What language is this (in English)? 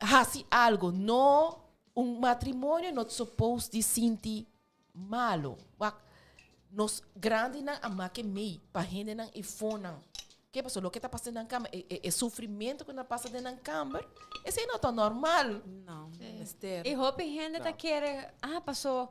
Papiamento